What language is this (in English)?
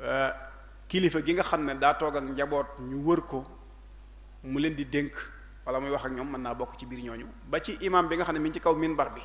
Wolof